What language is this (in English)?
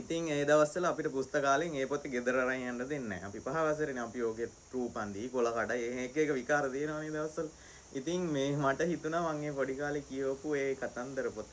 Sinhala